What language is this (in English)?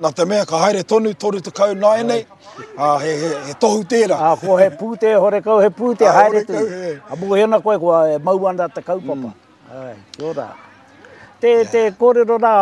Māori